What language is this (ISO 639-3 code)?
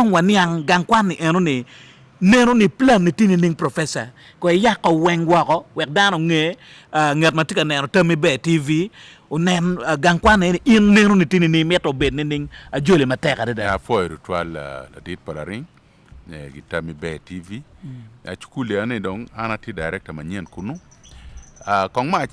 ach